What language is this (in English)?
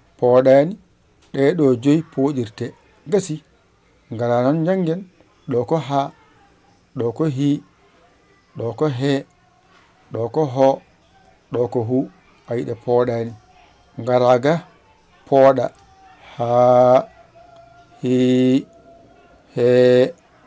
Fula